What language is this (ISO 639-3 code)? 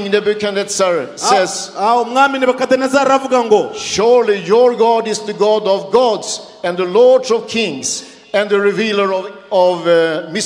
kin